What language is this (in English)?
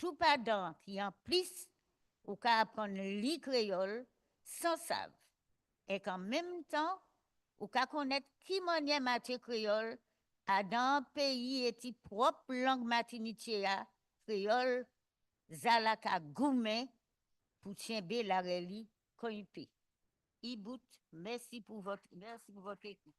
Guadeloupean Creole French